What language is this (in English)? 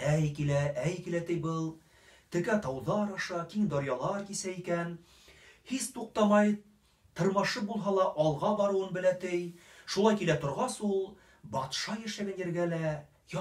Bashkir